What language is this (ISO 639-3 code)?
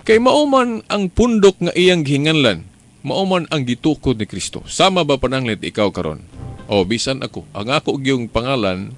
ceb